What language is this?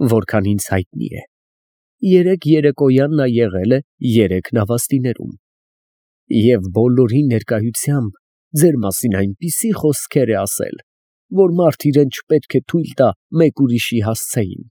Armenian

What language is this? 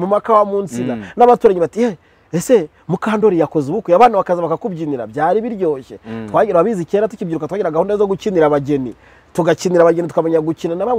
Kinyarwanda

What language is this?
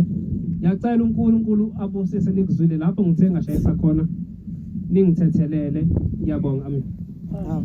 Zulu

